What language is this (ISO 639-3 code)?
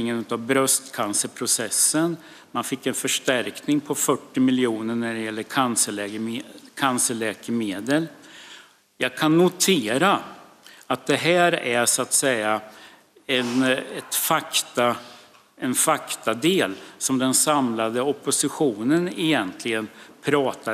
swe